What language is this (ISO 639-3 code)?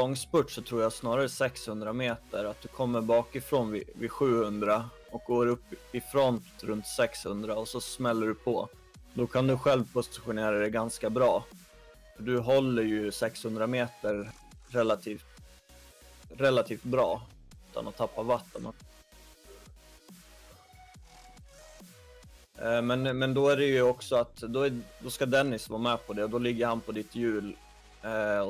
swe